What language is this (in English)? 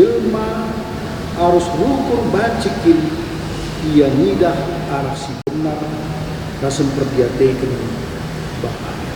Batak Karo